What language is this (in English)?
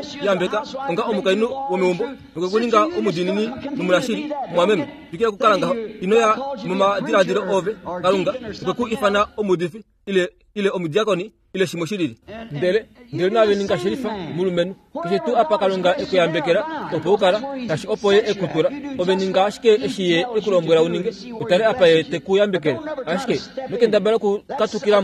Kuanyama